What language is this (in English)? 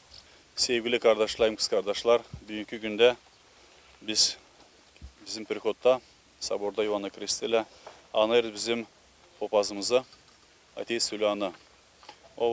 Gagauz